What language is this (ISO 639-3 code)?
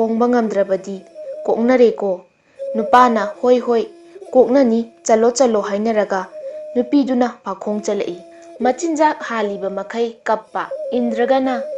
mni